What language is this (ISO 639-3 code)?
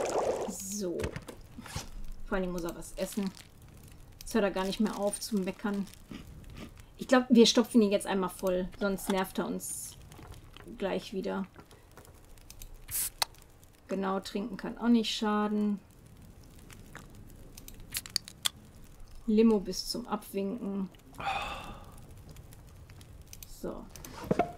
deu